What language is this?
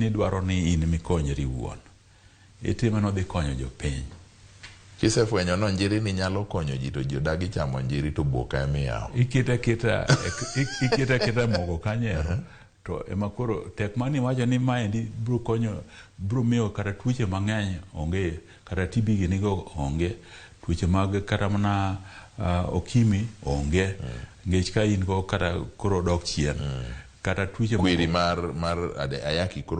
Luo (Kenya and Tanzania)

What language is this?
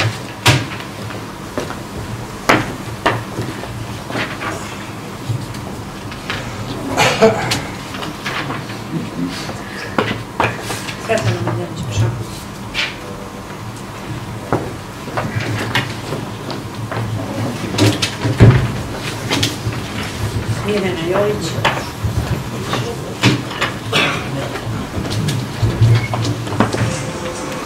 Serbian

